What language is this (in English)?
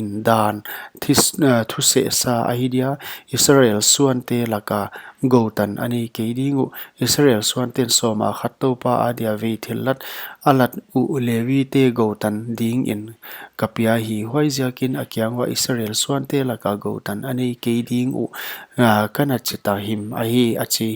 Paite Chin